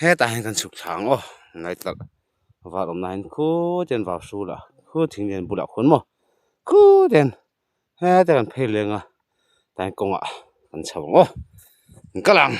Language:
Mizo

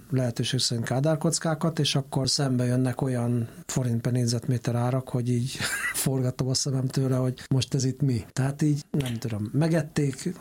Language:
Hungarian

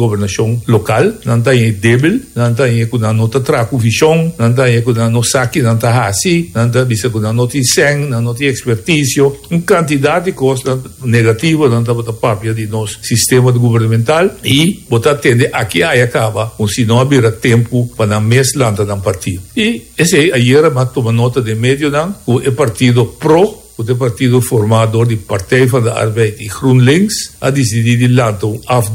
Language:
Papiamento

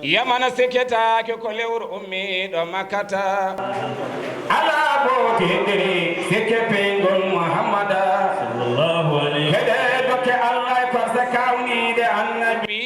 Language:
Fula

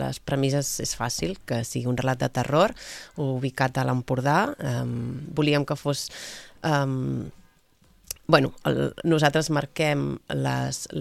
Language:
Catalan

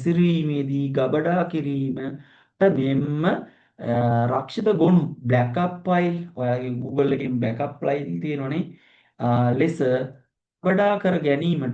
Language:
Sinhala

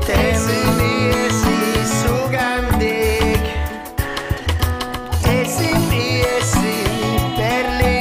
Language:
Basque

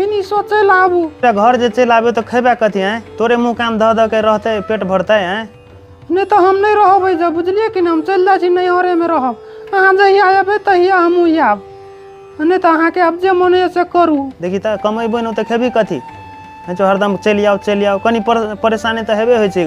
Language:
Maithili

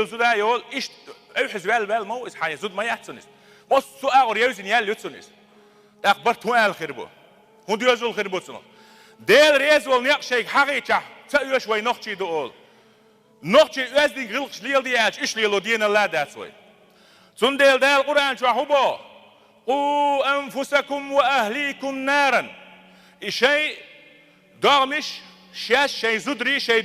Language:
Chechen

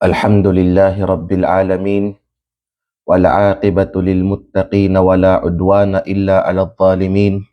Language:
Kalagan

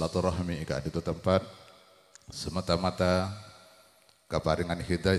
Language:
Madurese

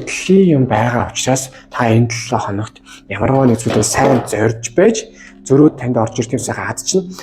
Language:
Mongolian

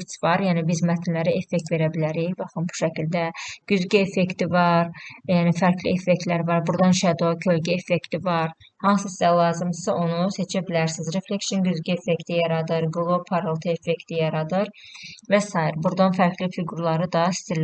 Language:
Azerbaijani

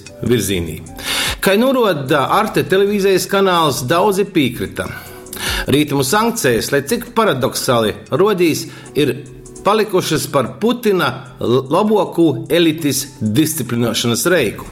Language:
Latgalian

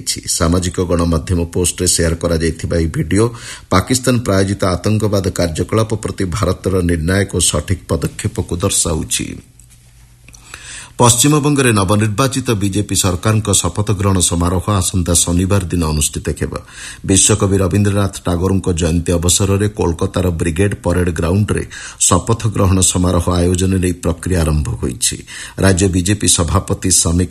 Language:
Odia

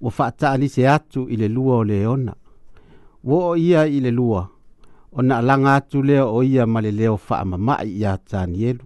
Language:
Samoan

